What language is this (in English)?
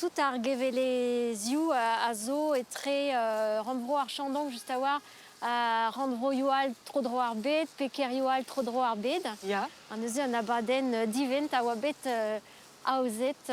Breton